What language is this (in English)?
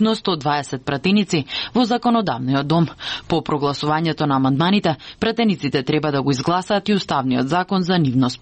Macedonian